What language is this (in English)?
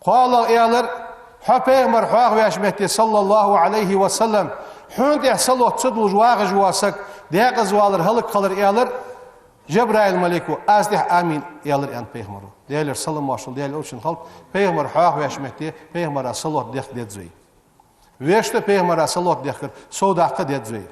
Ingush